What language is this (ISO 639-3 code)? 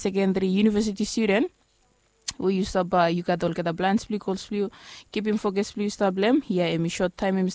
bis